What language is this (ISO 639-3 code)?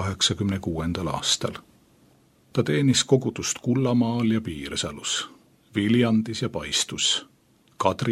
est